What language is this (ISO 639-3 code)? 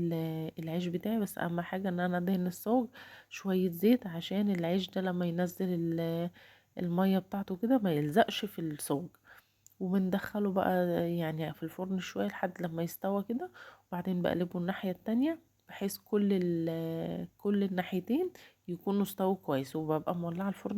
arz